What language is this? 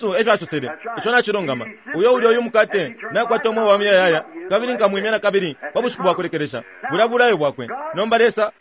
Bemba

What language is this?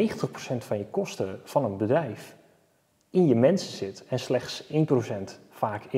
Dutch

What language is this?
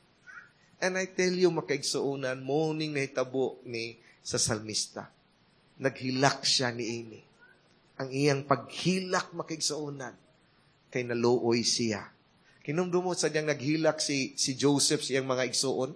Cebuano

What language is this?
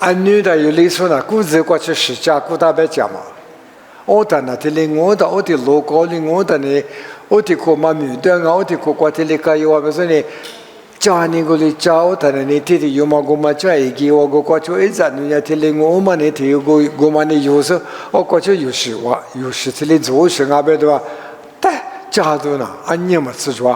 Lisu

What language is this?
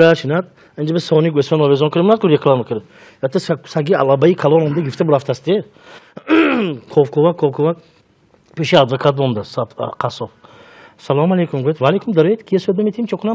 Tajik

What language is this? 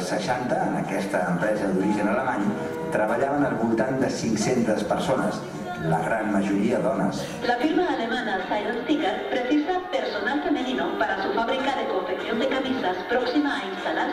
Catalan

